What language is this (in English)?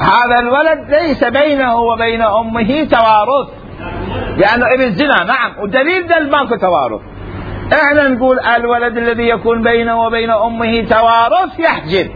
Mesopotamian Arabic